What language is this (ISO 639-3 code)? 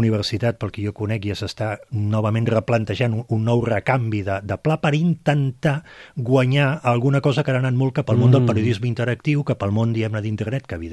cat